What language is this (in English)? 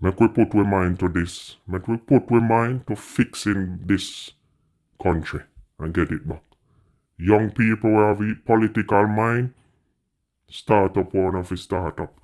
Jamaican Creole English